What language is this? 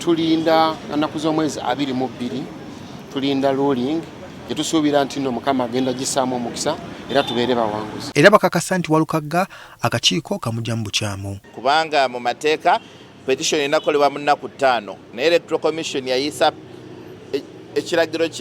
Ganda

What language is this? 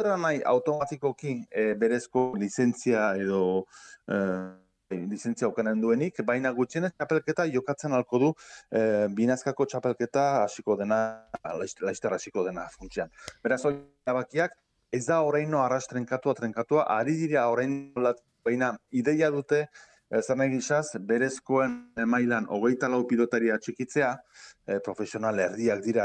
Basque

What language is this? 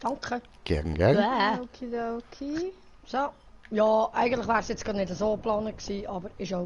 Swiss German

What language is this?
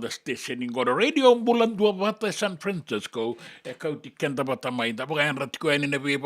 Fijian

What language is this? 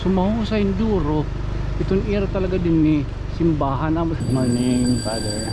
Waray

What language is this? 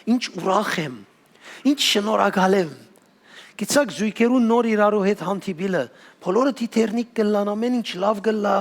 Western Armenian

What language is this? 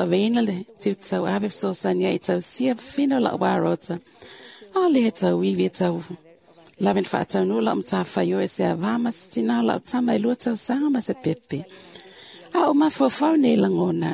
Samoan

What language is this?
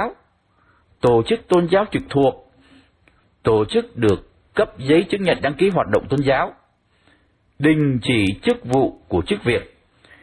Vietnamese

